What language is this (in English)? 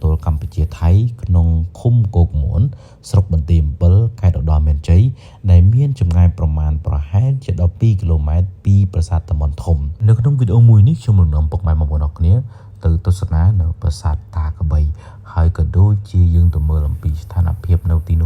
Khmer